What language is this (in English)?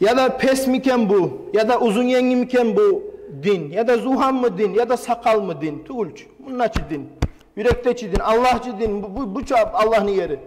Kumyk